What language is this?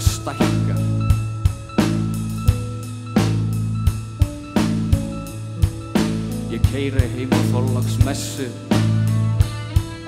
Icelandic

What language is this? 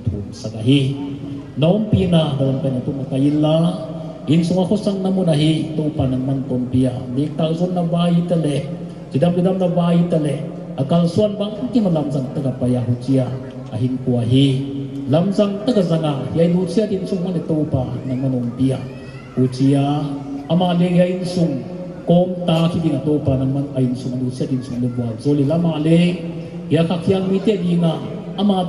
Paite Chin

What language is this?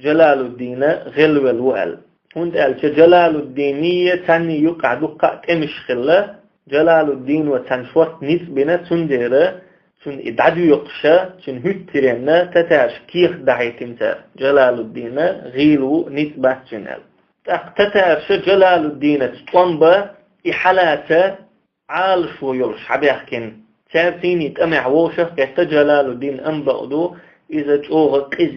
Chechen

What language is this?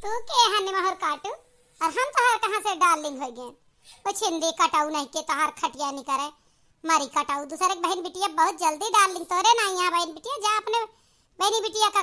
Awadhi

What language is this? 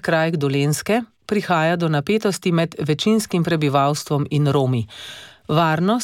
Slovenian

